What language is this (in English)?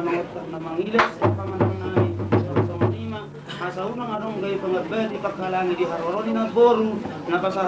Batak Toba